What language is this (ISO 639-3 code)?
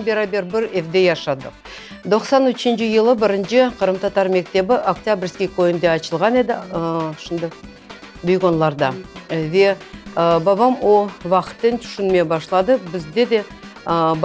crh